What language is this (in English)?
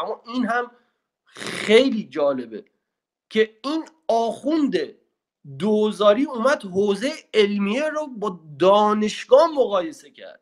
Persian